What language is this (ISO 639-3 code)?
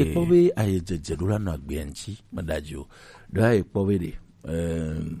gej